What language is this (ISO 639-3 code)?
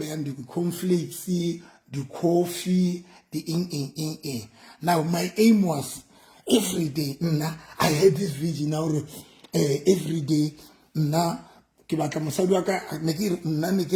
sot